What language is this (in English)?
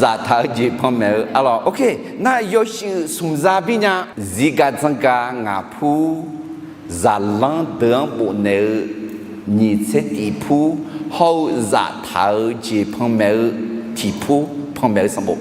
Akha